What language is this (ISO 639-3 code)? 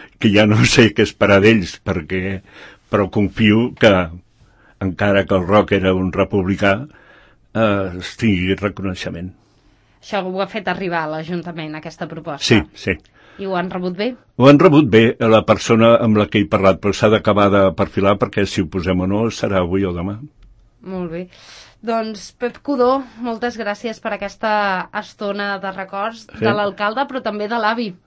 cat